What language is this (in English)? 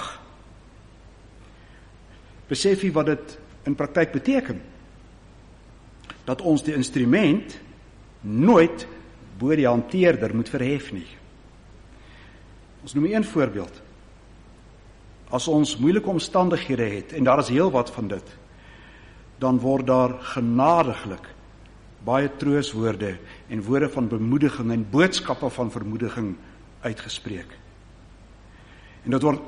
Afrikaans